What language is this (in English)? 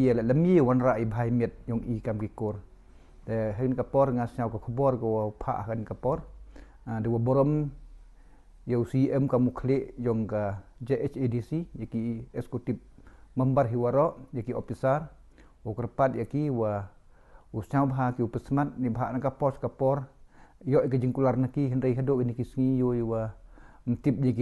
Pnar